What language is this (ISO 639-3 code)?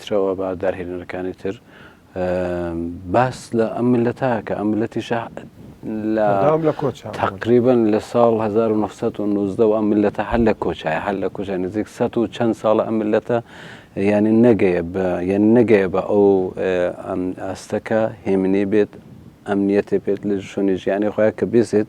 ckb